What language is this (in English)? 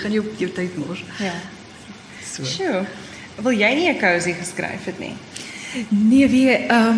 Afrikaans